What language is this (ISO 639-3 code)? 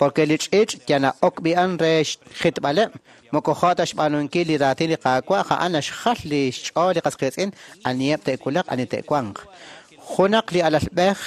kek